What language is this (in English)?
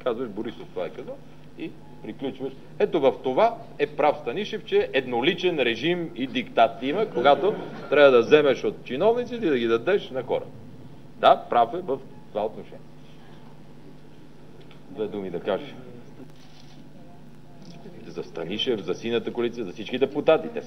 Bulgarian